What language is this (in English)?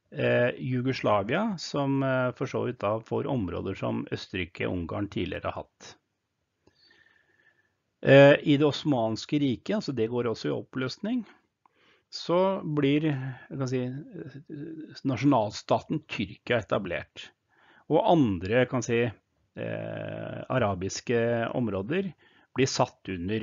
Norwegian